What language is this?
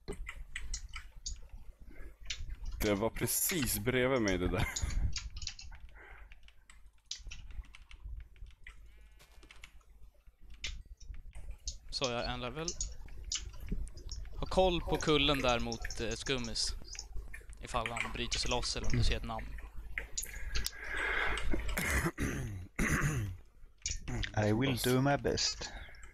Swedish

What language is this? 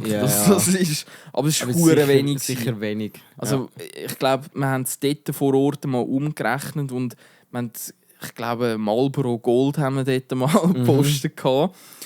Swiss German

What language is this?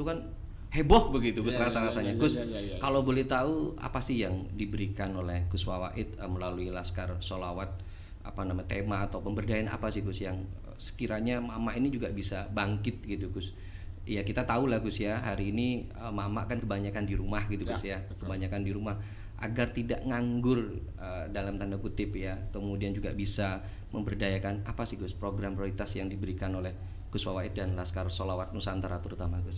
Indonesian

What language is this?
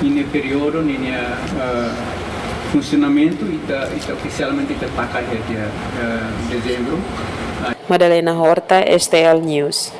Tetum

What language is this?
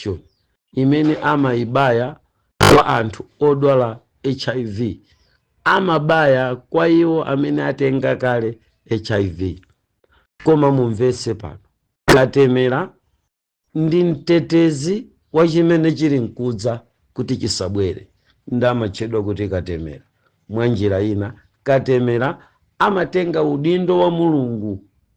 Nyanja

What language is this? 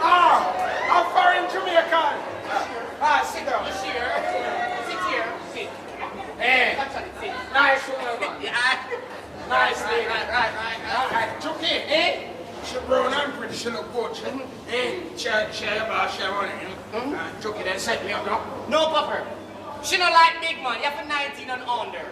Jamaican Creole English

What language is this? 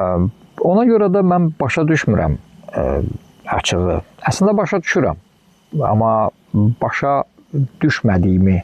Azerbaijani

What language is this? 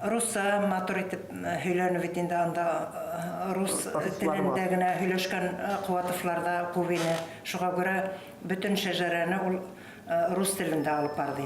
Bashkir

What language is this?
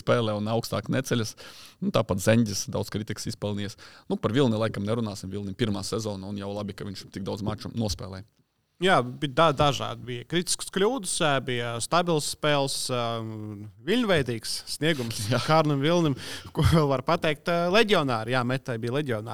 Latvian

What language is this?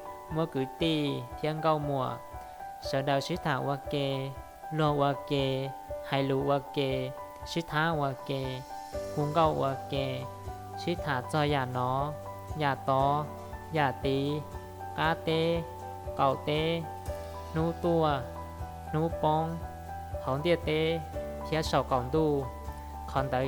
Hmong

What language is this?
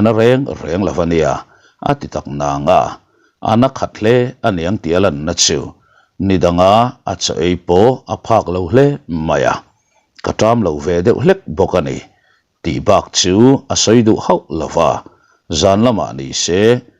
Mizo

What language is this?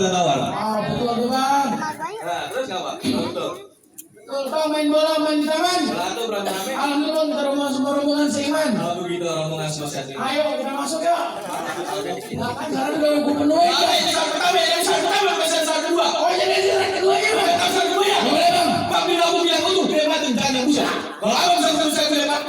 Betawi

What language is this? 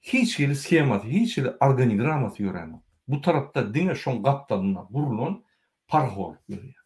Turkmen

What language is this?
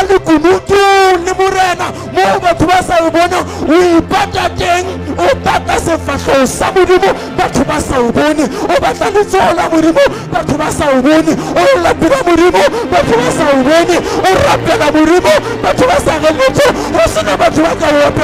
Southern Sotho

